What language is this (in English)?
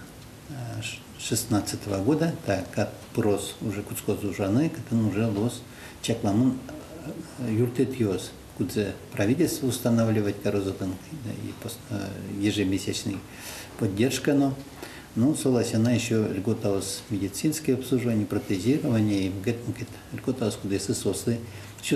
Udmurt